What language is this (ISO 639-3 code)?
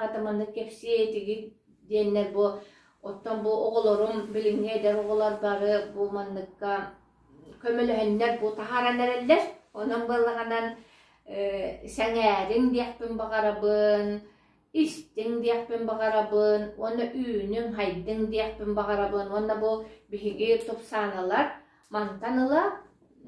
sah